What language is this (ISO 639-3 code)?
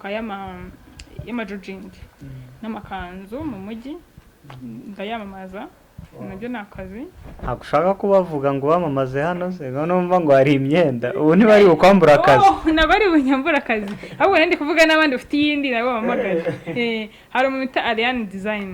kin